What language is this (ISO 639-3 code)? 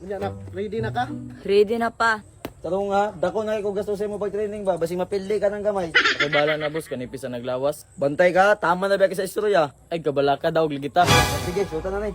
ceb